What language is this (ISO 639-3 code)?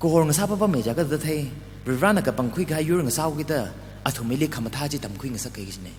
nmf